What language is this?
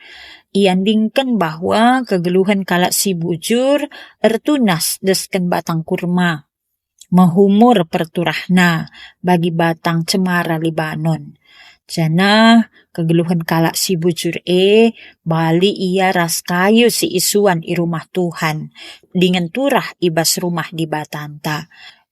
Batak Karo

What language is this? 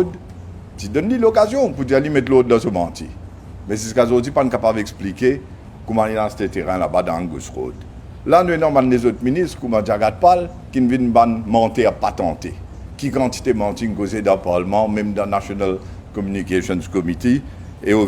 Morisyen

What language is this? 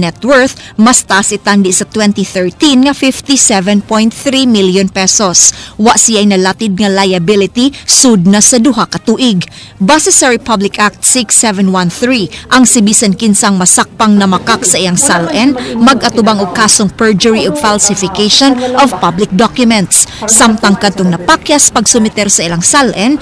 Cebuano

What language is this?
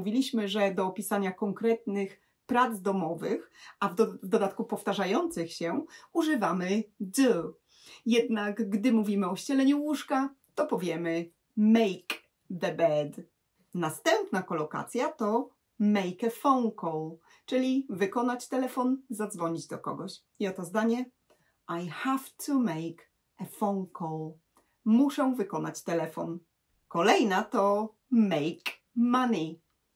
Polish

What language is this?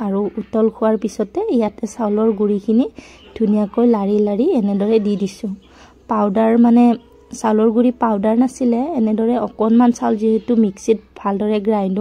Assamese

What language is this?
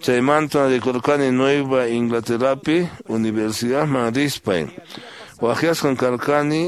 Quechua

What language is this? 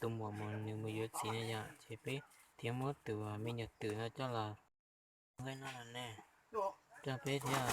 Hmong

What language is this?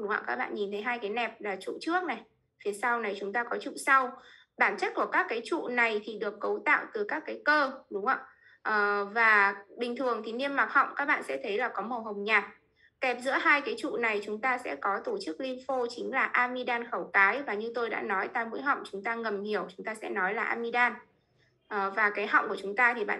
Vietnamese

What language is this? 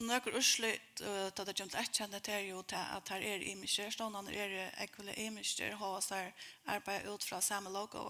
Faroese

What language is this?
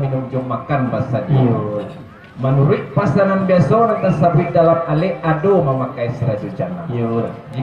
Minangkabau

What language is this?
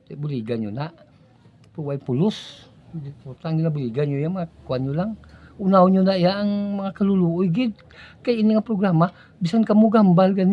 Hiligaynon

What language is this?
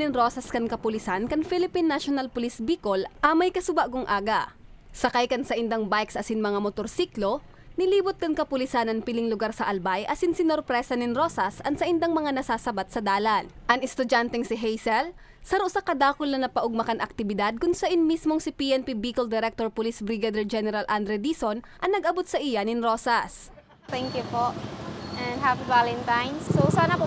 Bikol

